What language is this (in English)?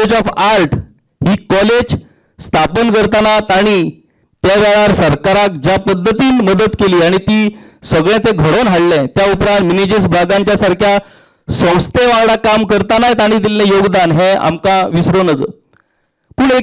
Konkani